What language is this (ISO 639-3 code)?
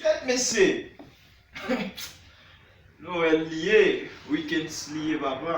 hat